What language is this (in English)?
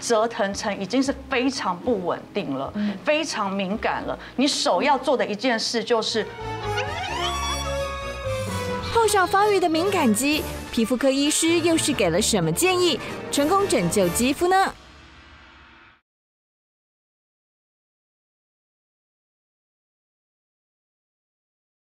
Chinese